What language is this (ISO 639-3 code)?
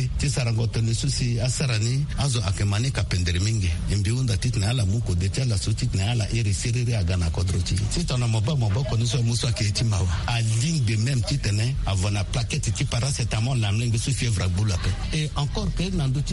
sag